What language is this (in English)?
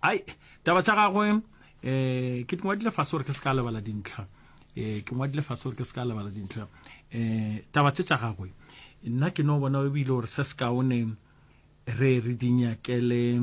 Northern Sotho